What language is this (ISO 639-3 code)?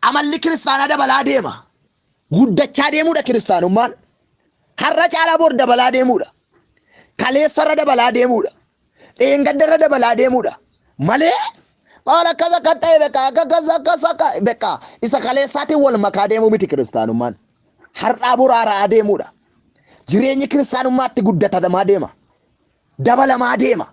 orm